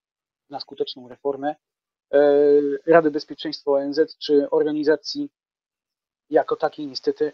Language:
Polish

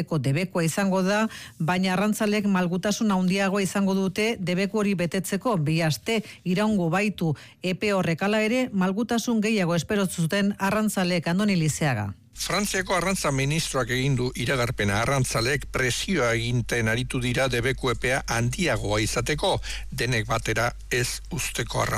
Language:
Basque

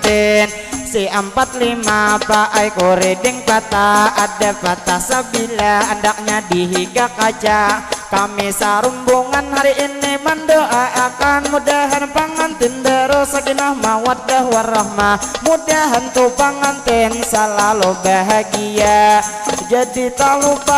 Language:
Banjar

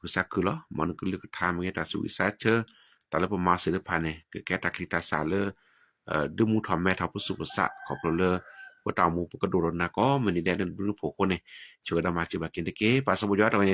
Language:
S'gaw Karen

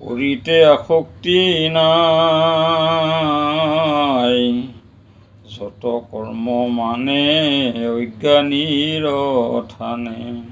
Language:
Assamese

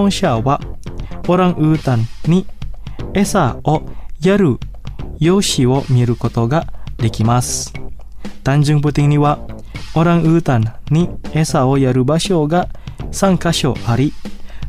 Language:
Japanese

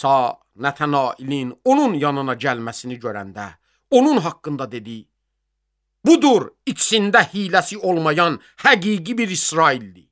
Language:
Azerbaijani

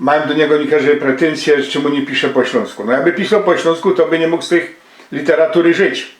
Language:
Silesian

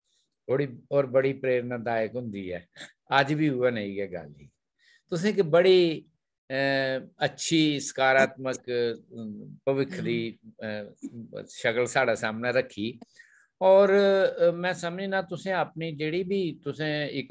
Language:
Dogri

